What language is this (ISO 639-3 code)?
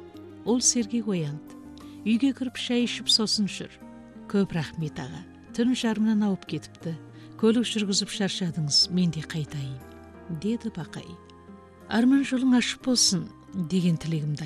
kaz